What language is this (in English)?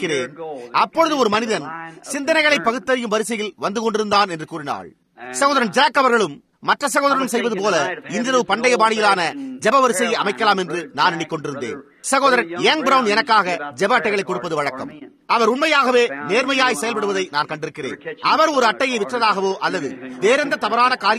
Tamil